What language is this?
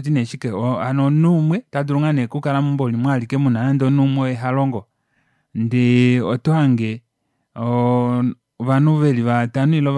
Kuanyama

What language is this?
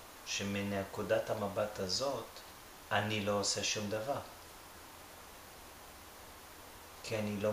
Hebrew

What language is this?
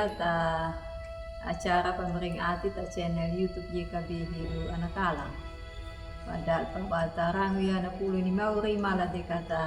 Anakalangu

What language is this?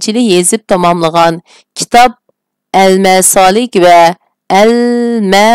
Uyghur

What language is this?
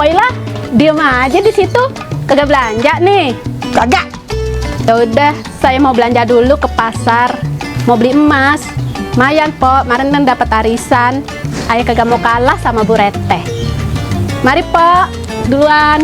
Betawi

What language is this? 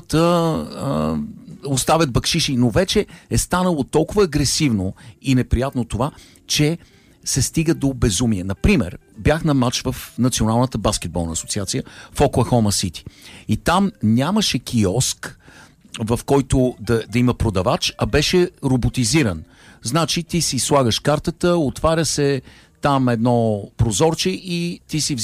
Bulgarian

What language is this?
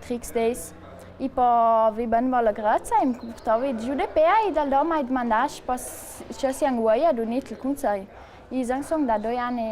Ladin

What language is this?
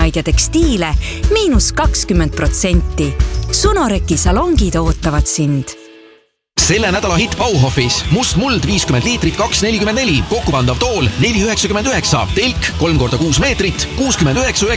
Estonian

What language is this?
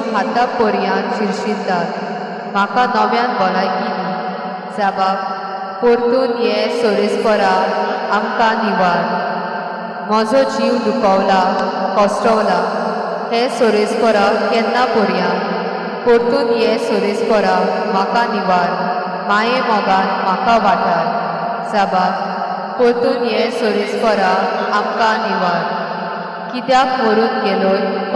Konkani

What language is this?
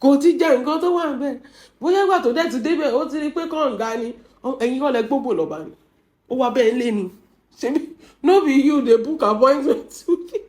Yoruba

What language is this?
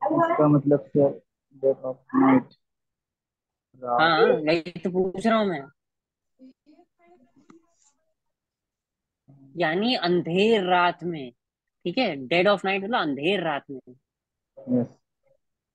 Hindi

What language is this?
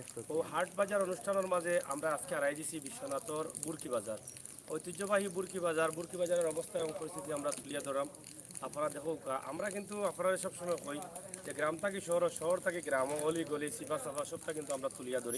Sylheti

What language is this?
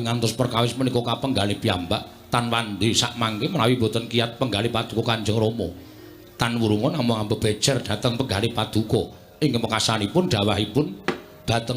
Javanese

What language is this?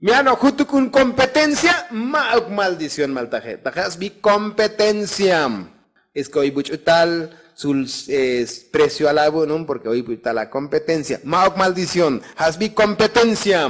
Tzotzil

